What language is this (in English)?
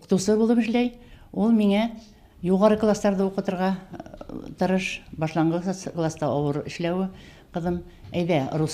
Bashkir